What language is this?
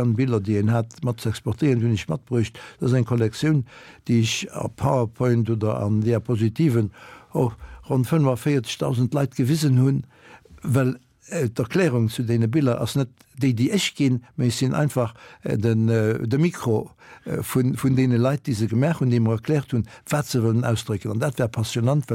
Luxembourgish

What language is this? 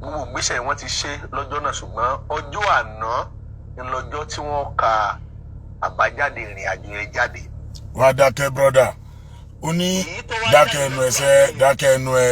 Yoruba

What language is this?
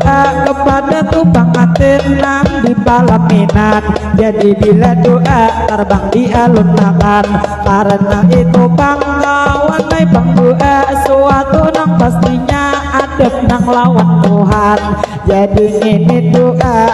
Banjar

